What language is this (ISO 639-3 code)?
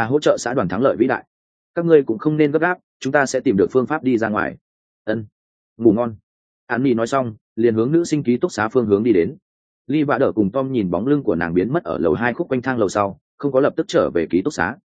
vie